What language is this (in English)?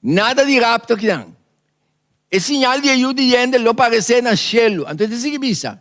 Papiamento